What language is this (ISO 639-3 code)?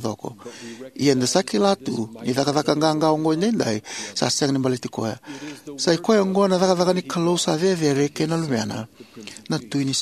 fij